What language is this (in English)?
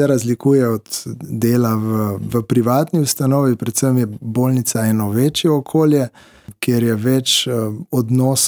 Slovenian